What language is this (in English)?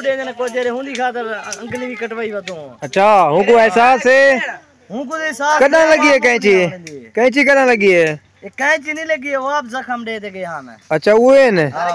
Saraiki